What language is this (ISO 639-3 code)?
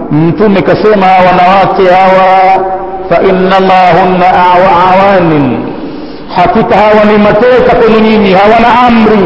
swa